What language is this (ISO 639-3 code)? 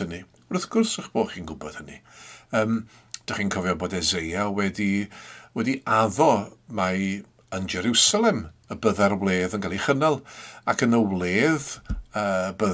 cym